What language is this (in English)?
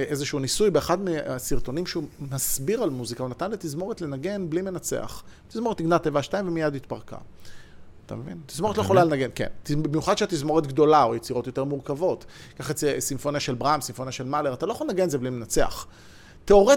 Hebrew